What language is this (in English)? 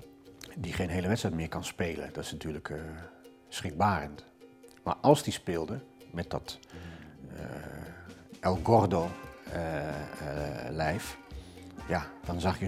Dutch